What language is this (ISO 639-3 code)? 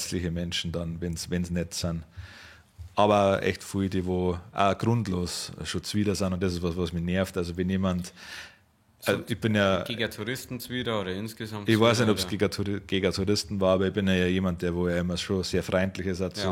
bar